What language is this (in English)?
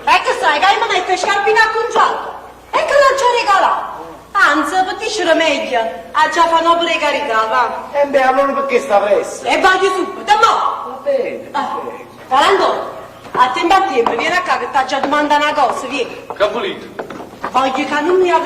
Neapolitan